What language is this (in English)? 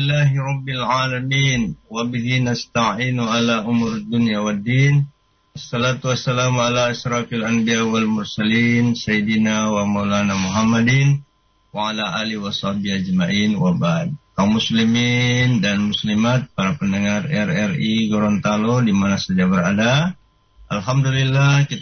Indonesian